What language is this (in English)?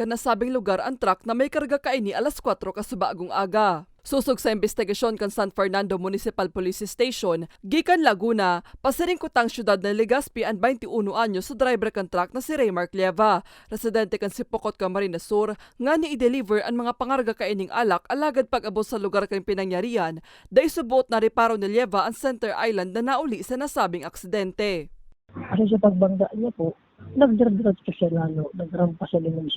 Bikol